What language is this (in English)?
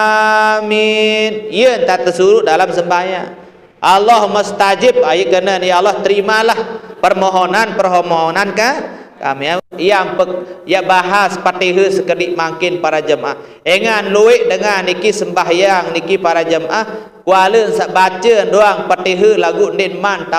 Sasak